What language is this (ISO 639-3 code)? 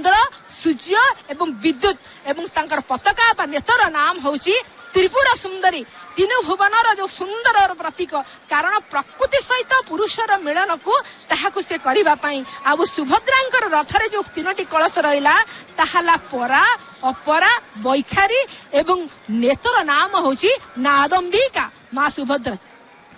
ori